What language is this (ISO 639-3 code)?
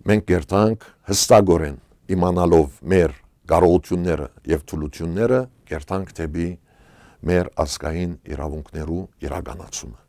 hyw